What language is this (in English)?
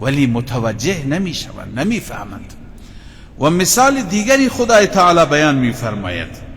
Persian